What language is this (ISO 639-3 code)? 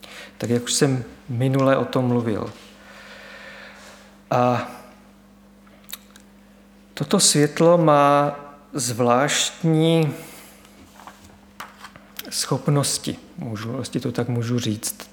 ces